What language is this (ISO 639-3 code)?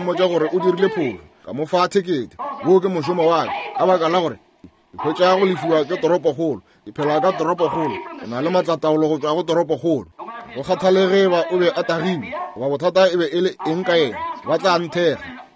nso